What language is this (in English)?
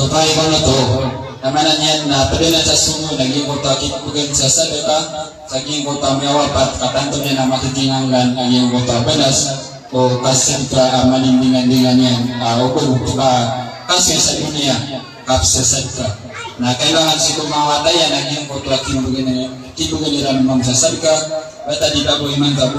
Maranao